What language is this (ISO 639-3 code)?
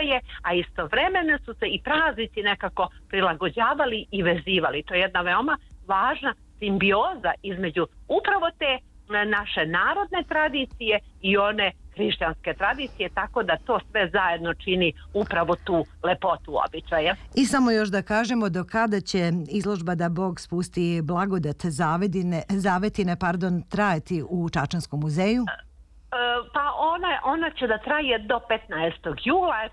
srp